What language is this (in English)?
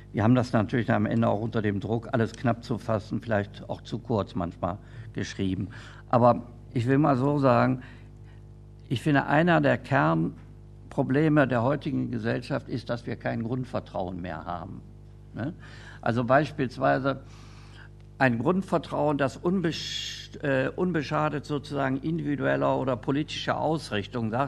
German